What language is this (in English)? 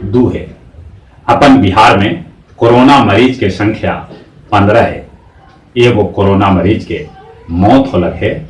Magahi